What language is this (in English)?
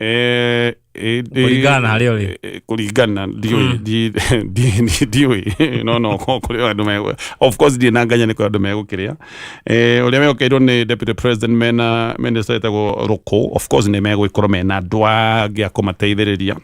Kikuyu